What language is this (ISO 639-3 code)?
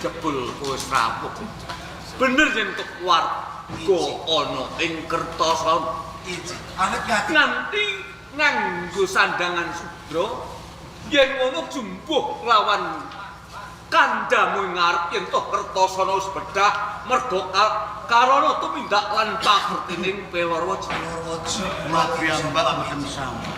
jav